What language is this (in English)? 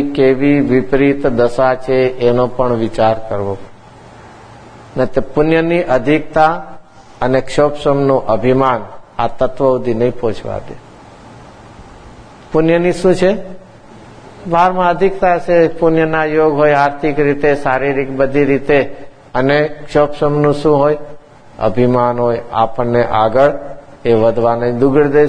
Gujarati